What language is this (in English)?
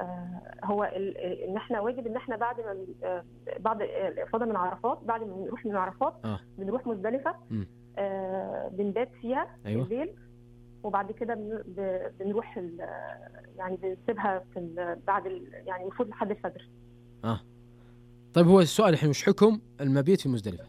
Najdi Arabic